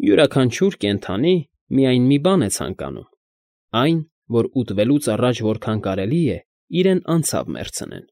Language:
Armenian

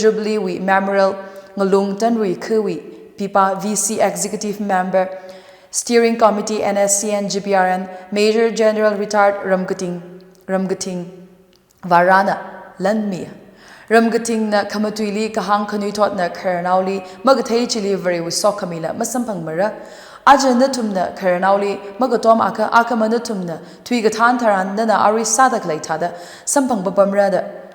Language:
Tangkhul Naga (India)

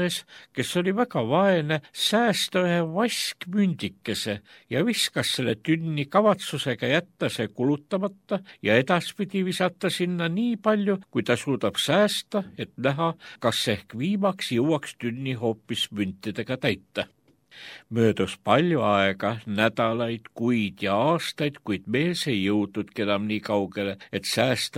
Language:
Estonian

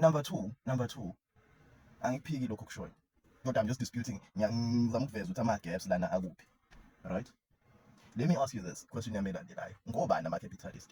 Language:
Zulu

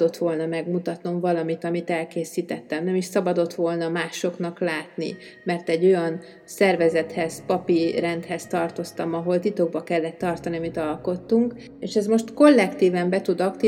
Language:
Hungarian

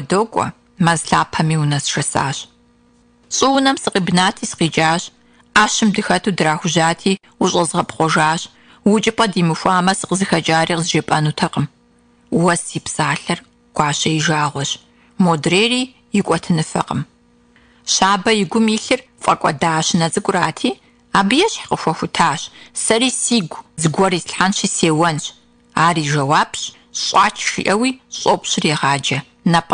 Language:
Kabardian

